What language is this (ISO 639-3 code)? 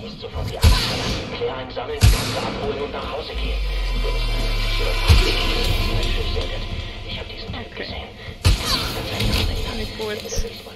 gsw